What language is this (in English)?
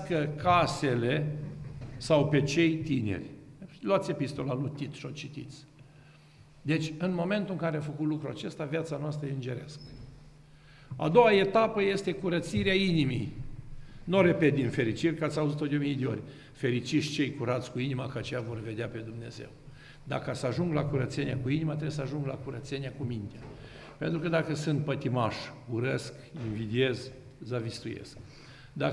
Romanian